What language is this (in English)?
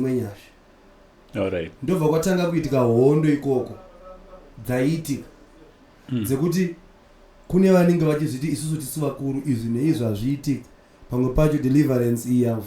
Shona